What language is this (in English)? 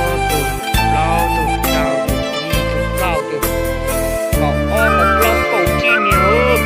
Hmong